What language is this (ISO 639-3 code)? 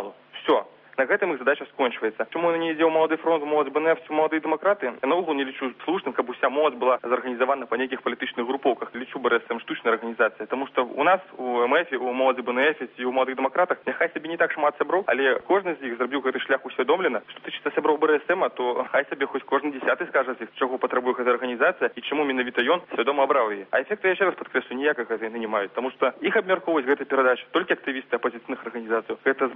bel